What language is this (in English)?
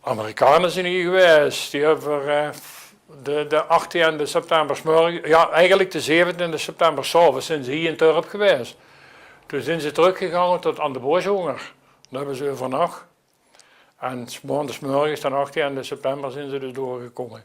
Limburgish